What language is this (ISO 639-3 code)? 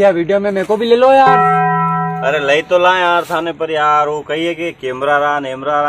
raj